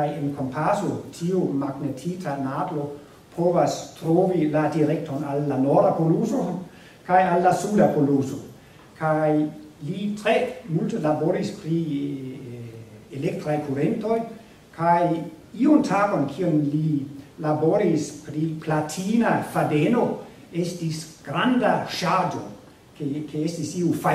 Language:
Esperanto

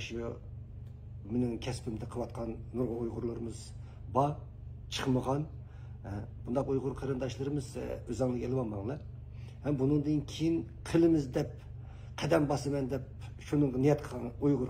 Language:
Uyghur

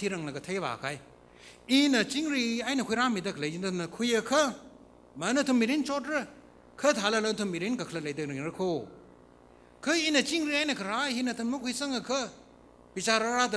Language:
Tangkhul Naga (India)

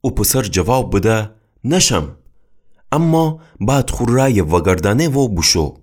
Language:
Gilaki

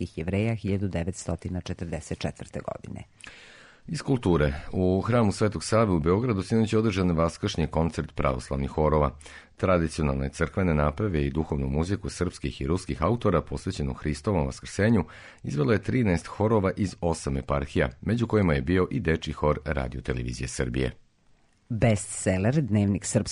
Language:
Serbian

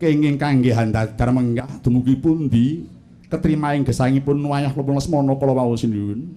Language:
Javanese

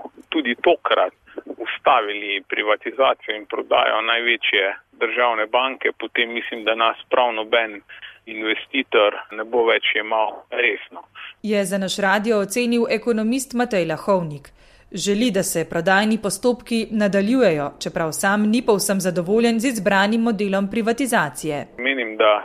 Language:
Slovenian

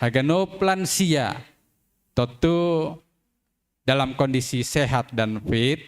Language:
Batak Simalungun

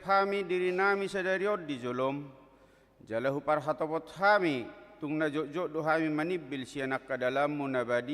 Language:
Batak Toba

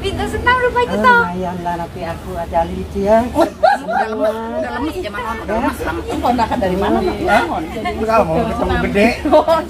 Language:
Betawi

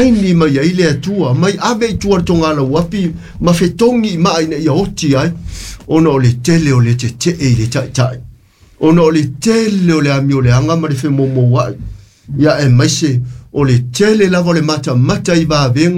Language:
Samoan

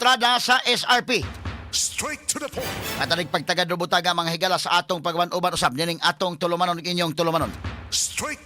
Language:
Cebuano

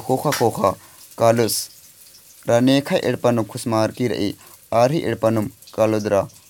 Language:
Kurukh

